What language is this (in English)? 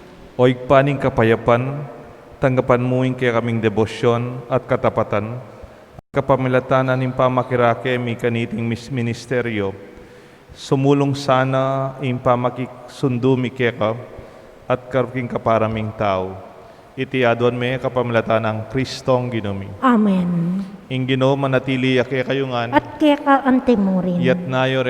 Pampanga